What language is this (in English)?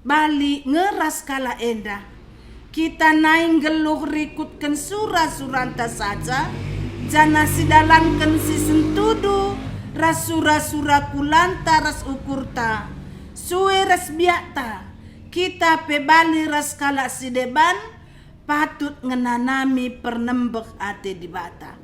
Batak Karo